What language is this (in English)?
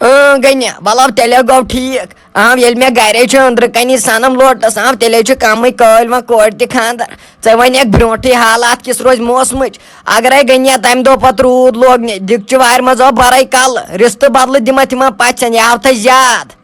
Kashmiri